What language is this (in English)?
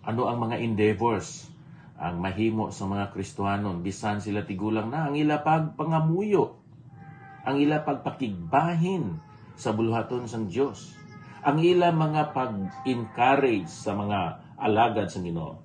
Hiligaynon